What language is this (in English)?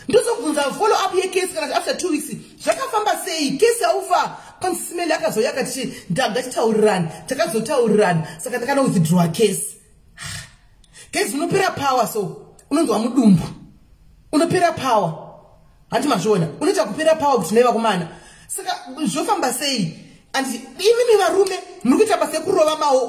Shona